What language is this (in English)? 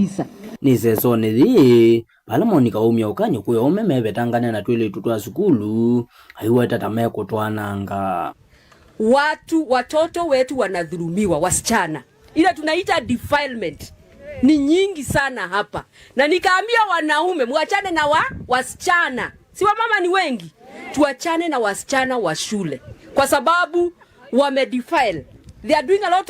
Kamba